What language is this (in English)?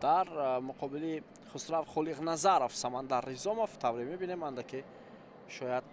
Tajik